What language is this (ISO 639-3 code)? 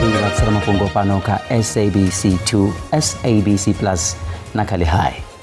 ven